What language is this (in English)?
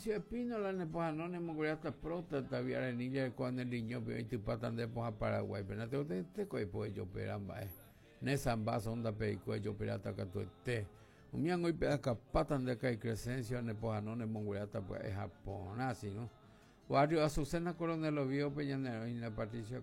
Guarani